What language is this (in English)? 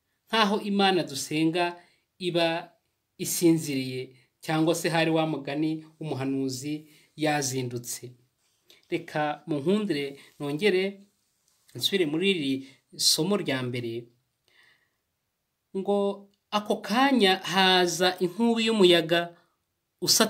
Kinyarwanda